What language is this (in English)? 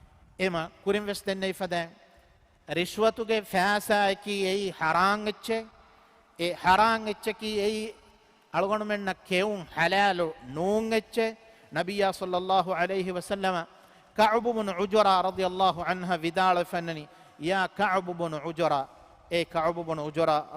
Divehi